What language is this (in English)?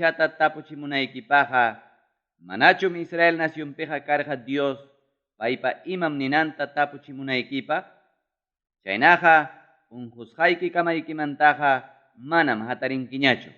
Ayacucho Quechua